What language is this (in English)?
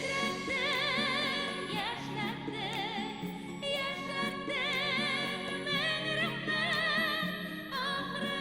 Bashkir